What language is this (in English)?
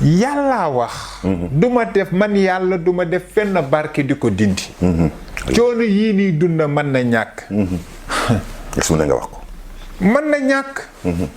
Wolof